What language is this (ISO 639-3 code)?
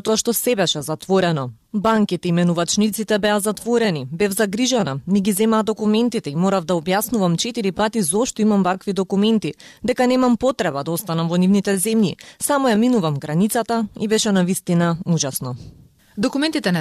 mkd